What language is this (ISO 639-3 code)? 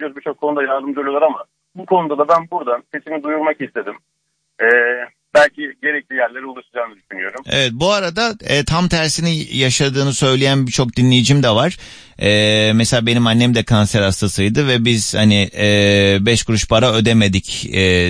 tur